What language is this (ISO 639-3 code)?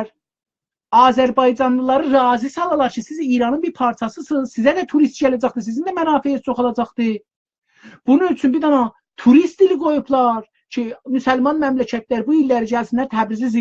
azb